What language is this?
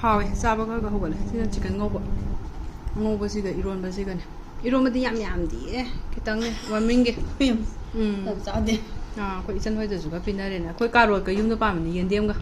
Manipuri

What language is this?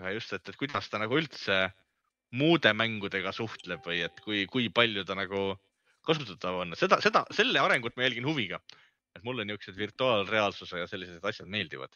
Estonian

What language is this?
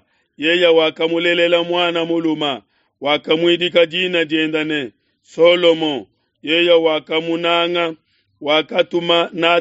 Luba-Lulua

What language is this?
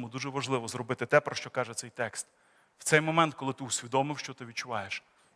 Ukrainian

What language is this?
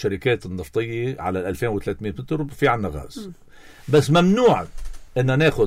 North Levantine Arabic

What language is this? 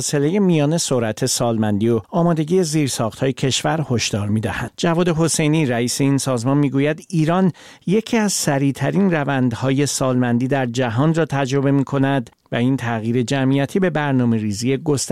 Persian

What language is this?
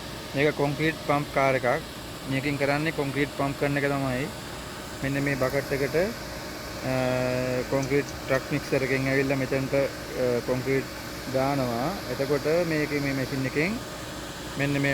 Sinhala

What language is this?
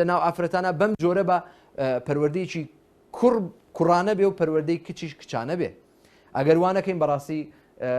Central Kurdish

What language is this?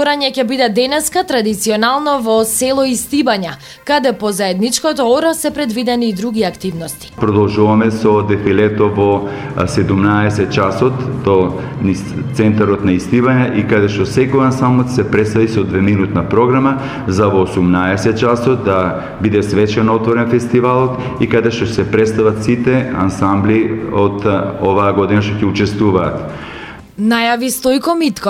Macedonian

